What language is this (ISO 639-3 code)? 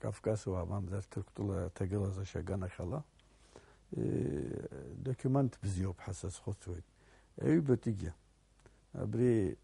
abk